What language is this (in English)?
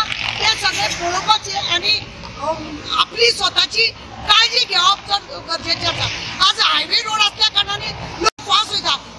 Konkani